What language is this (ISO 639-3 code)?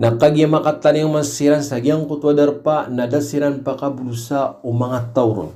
mrw